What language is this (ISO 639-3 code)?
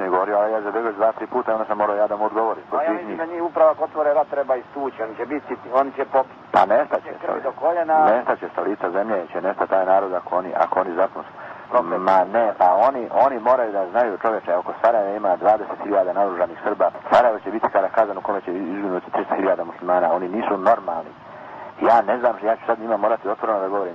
bos